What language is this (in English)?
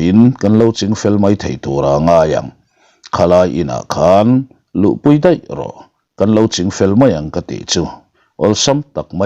Mizo